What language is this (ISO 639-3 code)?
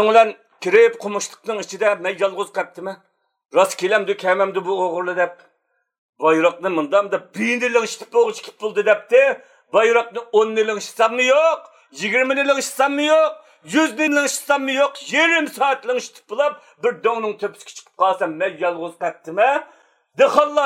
uig